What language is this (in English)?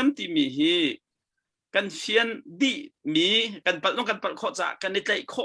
Hakha Chin